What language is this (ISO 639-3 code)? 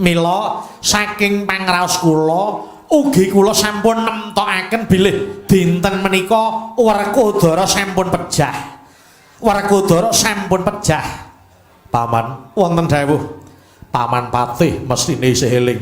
jav